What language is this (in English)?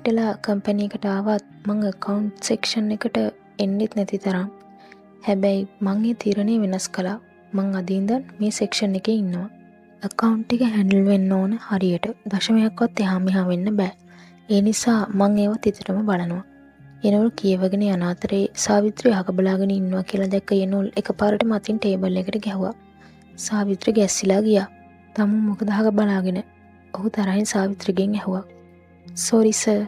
Sinhala